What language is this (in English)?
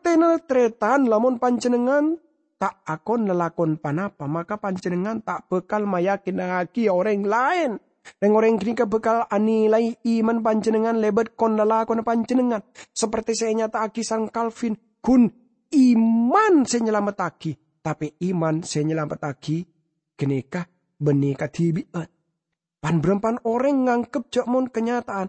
Madurese